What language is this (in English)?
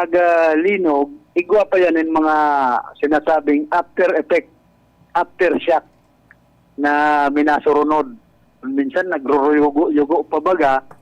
Bikol